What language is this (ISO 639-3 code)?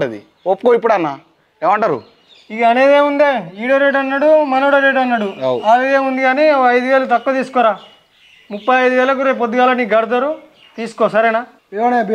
tel